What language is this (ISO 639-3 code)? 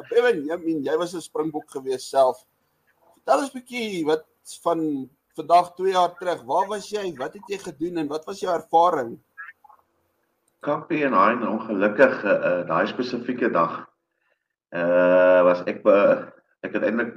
afr